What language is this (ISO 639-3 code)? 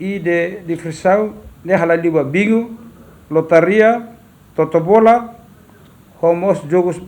tet